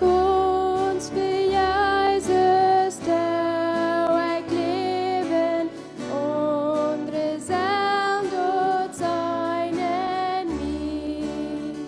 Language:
Plautdietsch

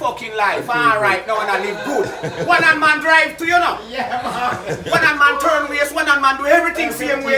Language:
Jamaican Creole English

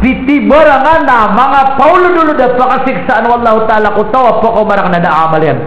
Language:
Maranao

